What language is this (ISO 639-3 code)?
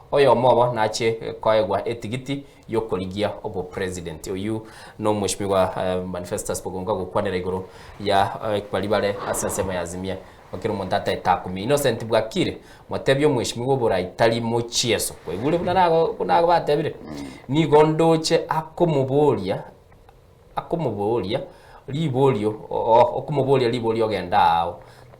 guz